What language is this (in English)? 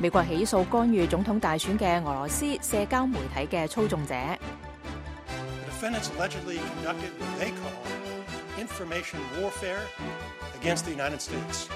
Cantonese